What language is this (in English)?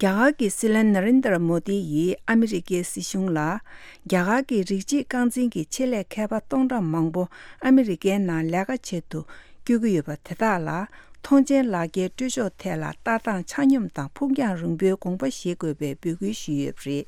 Tibetan